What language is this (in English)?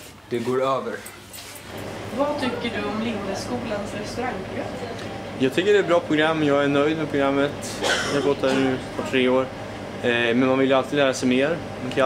Swedish